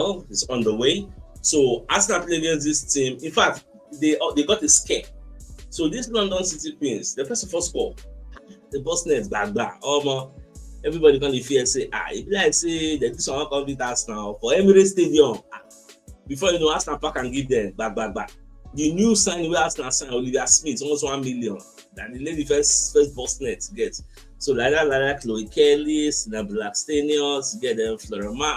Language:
Nigerian Pidgin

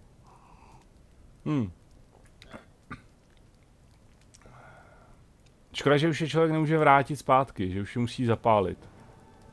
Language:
Czech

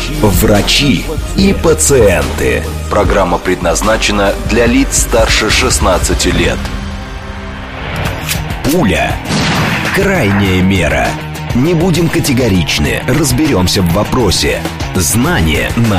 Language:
Russian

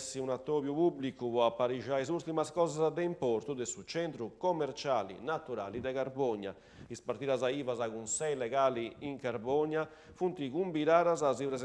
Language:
Sardinian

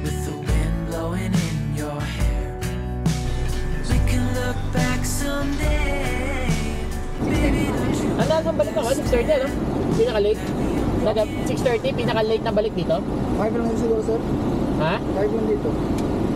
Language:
Filipino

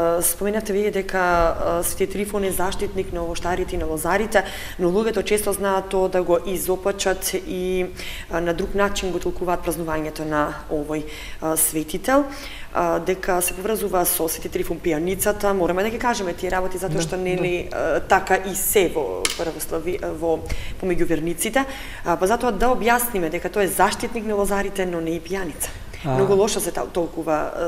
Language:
Macedonian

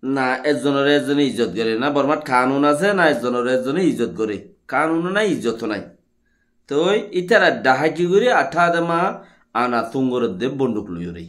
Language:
Rohingya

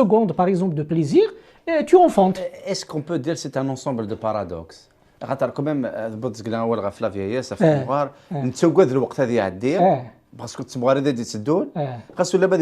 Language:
Kabyle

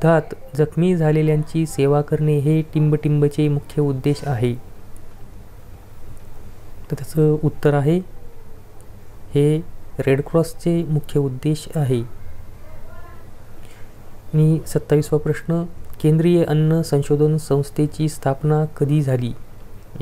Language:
Marathi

